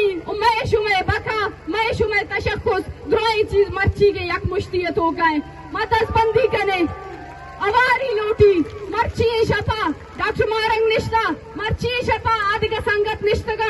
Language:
Eastern Balochi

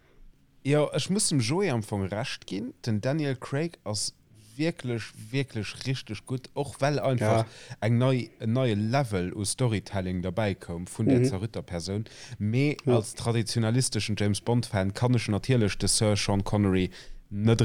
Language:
Luxembourgish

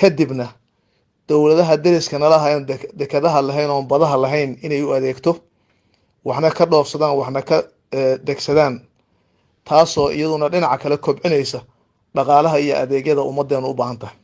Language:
Somali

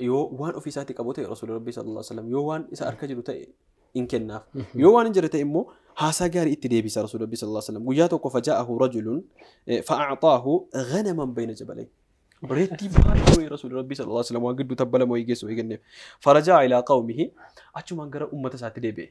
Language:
Oromo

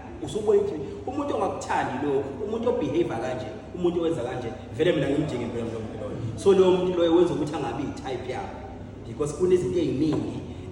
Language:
Zulu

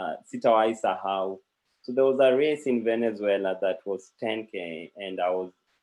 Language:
Kalenjin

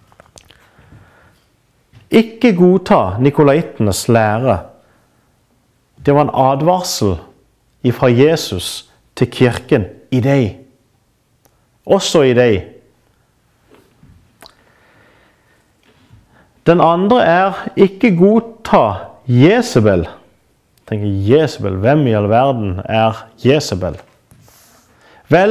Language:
Norwegian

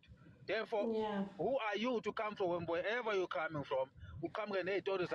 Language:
Zulu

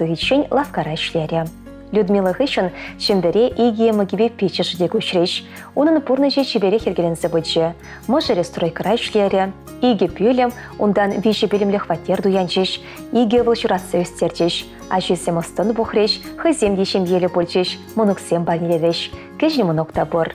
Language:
Chuvash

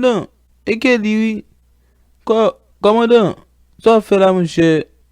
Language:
Haitian Creole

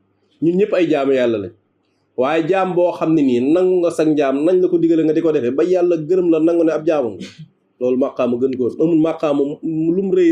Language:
Wolof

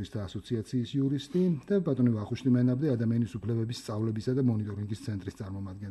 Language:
Georgian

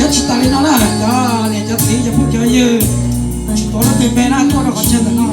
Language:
Hmong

